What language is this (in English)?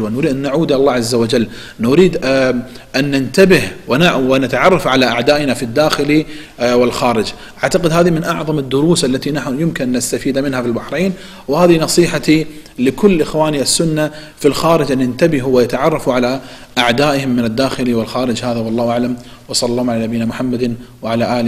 Arabic